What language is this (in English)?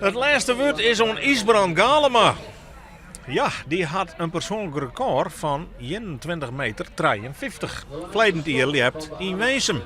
Western Frisian